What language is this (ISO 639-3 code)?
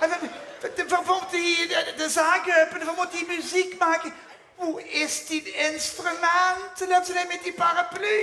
lim